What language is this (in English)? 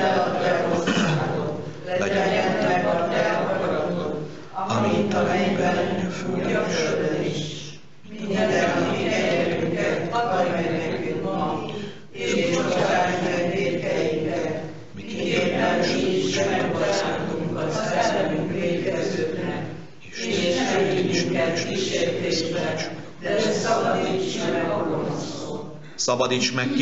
Hungarian